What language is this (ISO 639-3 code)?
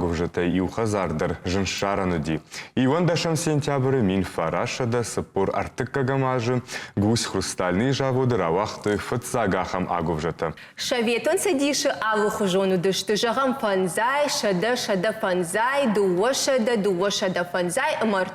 oss